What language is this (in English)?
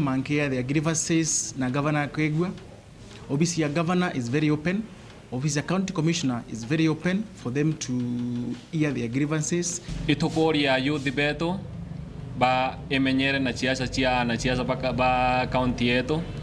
Meru